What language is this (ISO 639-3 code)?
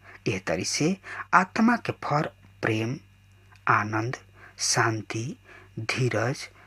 bho